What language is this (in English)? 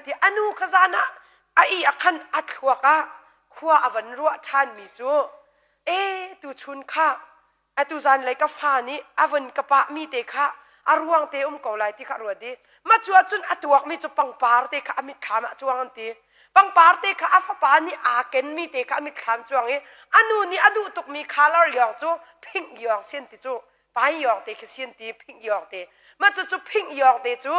Hakha Chin